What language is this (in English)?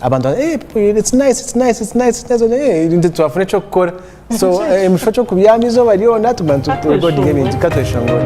Tooro